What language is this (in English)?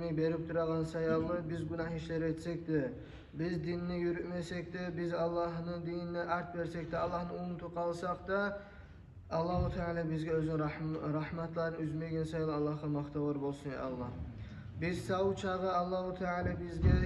Kumyk